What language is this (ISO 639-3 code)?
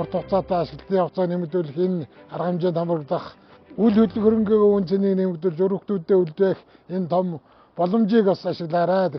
mon